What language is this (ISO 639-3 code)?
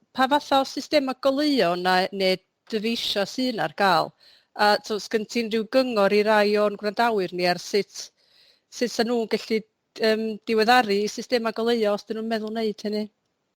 cym